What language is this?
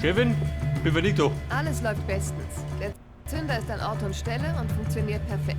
Bavarian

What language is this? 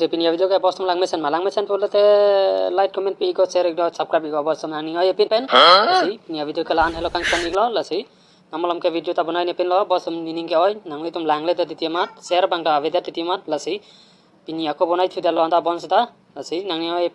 Karbi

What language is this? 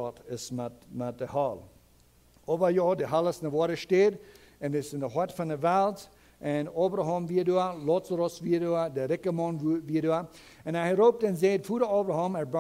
Plautdietsch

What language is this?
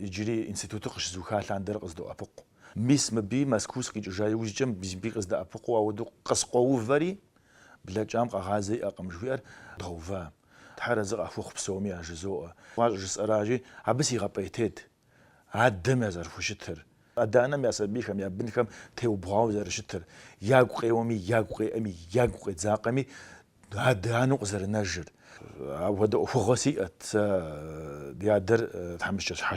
Kabardian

